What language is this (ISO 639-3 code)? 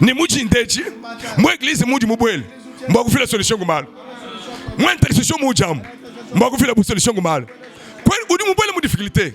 lua